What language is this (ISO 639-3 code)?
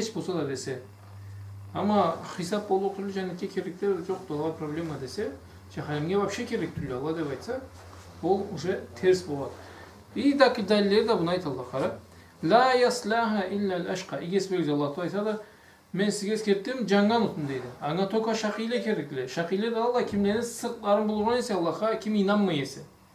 krc